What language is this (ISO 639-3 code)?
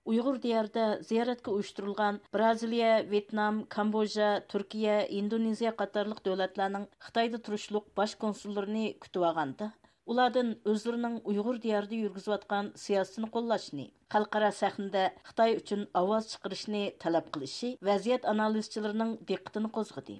uig